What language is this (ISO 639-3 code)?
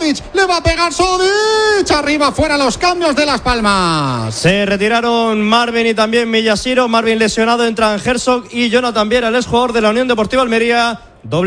spa